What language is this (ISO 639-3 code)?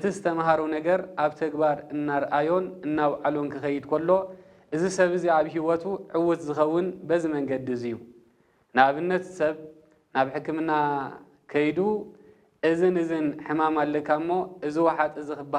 tir